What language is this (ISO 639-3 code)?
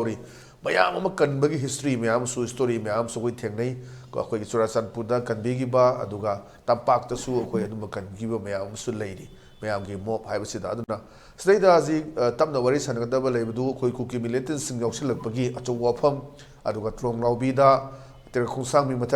mni